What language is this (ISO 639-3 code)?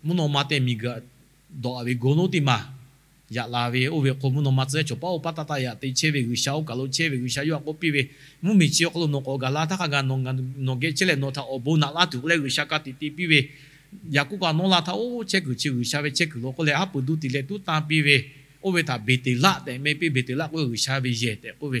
lhu